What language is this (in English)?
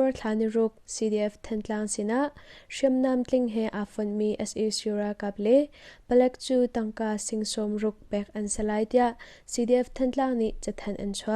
Hakha Chin